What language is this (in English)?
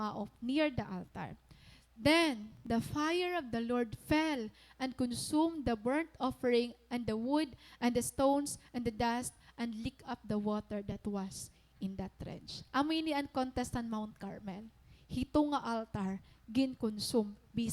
Waray